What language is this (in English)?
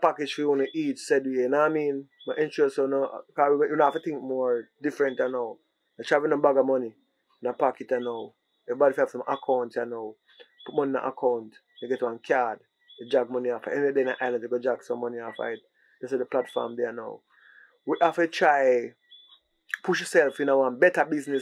Jamaican Creole English